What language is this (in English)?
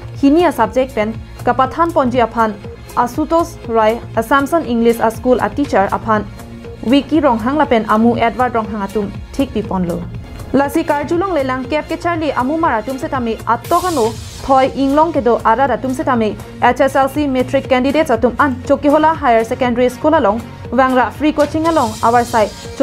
Karbi